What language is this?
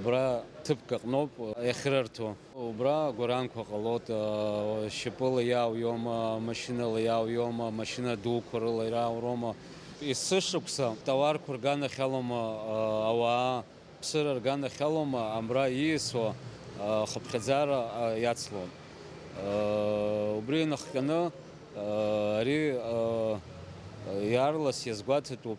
Abkhazian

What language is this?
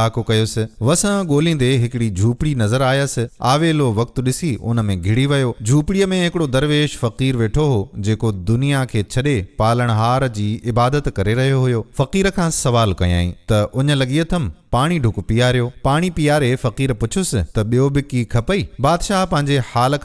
Sindhi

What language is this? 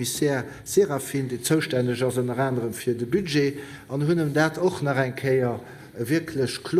Luxembourgish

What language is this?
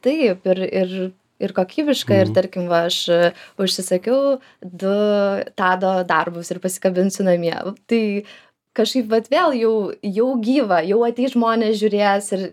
Lithuanian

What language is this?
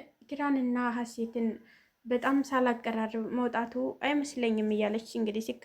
Amharic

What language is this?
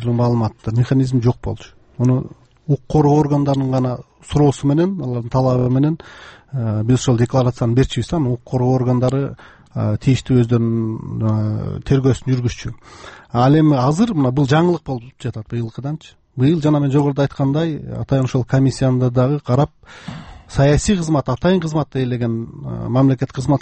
Kyrgyz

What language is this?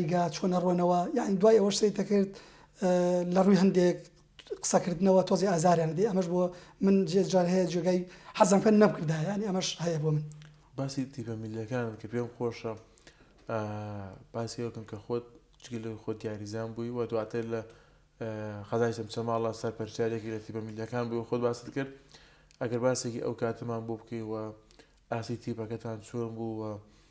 Central Kurdish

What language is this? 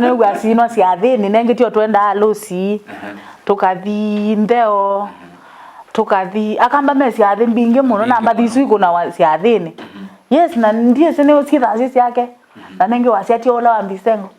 Kamba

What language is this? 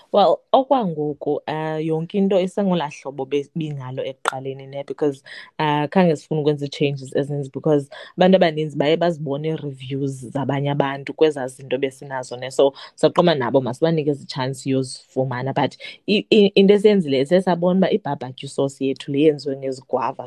Xhosa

